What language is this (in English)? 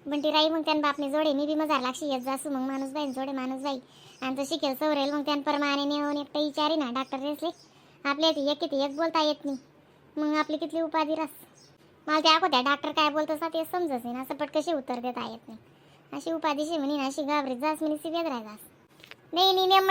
Khandesi